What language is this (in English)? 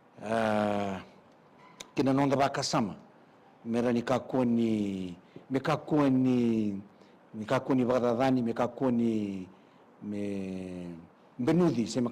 Fijian